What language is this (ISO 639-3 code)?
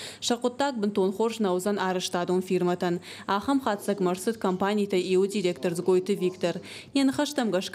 oss